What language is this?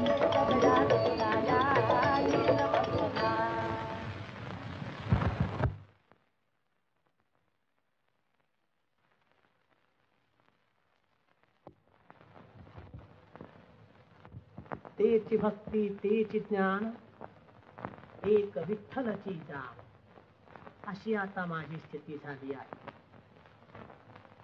Marathi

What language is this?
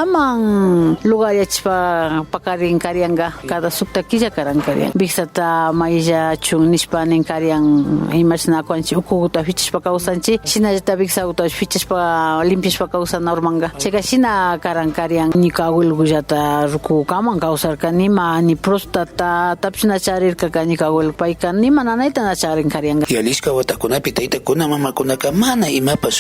Imbabura Highland Quichua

